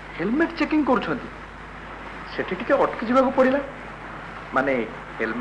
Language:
Odia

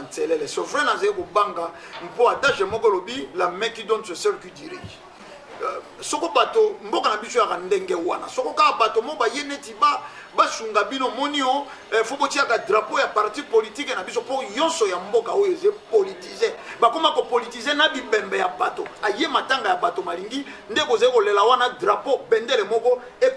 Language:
Lingala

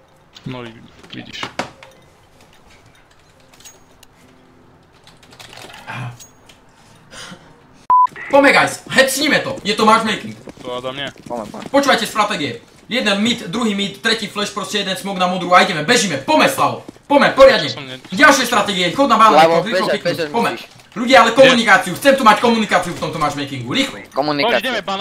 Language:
Slovak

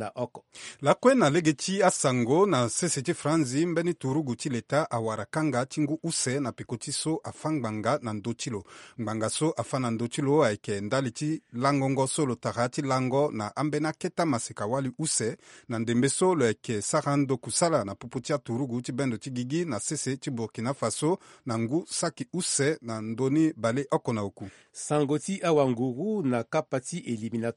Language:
Sango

